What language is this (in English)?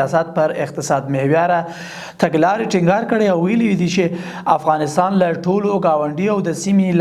Pashto